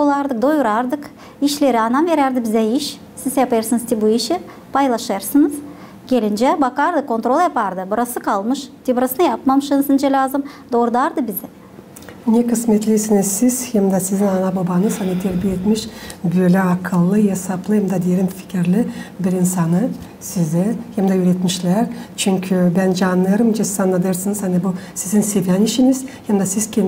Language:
Gagauz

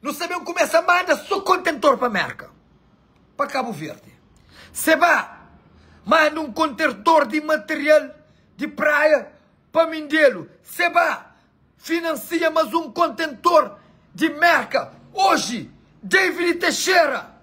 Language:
Kabuverdianu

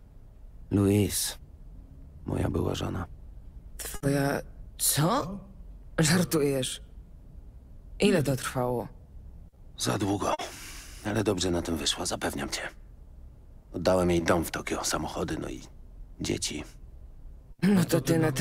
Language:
Polish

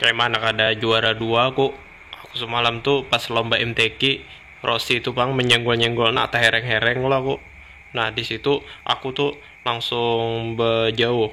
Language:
Banjar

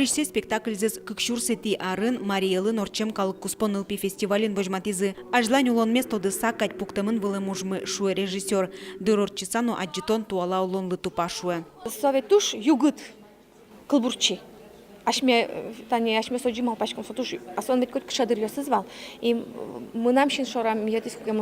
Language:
Udmurt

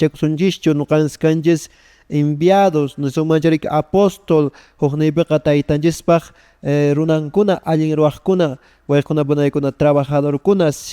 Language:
Quechua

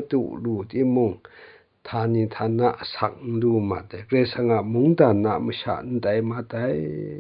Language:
Kachin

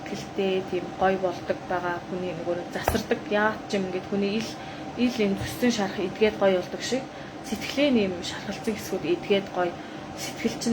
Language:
Mongolian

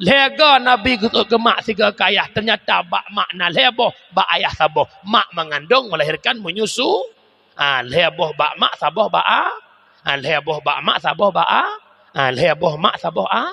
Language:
Achinese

